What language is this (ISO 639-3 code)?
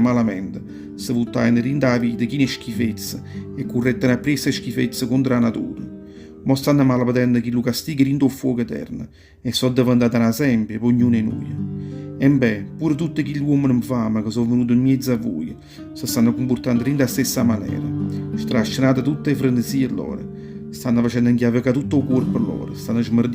nap